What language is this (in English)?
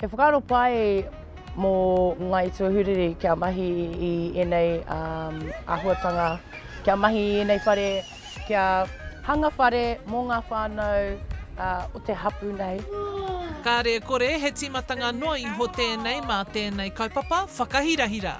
Māori